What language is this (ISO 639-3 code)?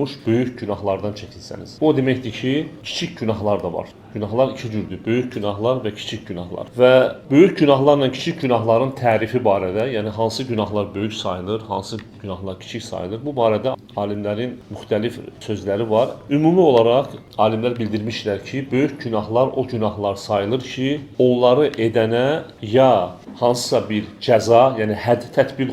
aze